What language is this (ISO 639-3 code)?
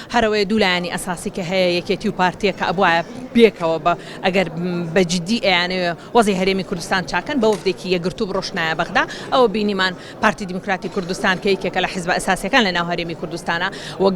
ckb